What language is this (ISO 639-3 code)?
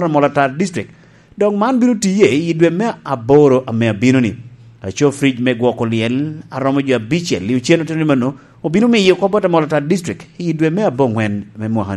laj